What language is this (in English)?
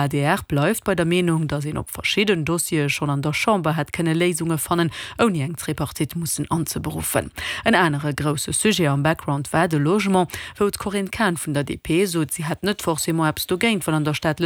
Luxembourgish